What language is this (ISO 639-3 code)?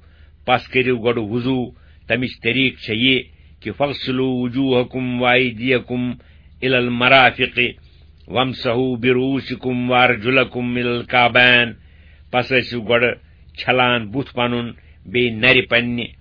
kas